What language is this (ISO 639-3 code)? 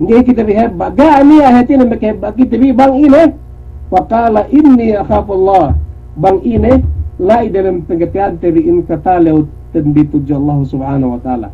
yka